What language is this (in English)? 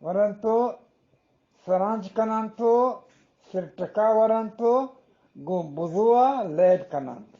Eastern Balochi